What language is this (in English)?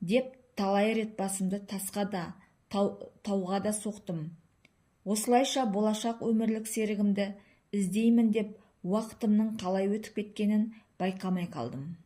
Kazakh